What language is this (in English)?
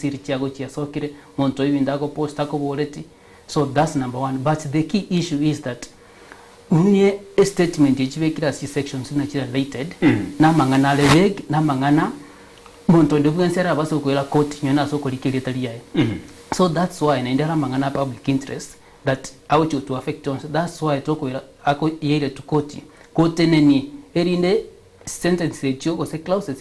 Gusii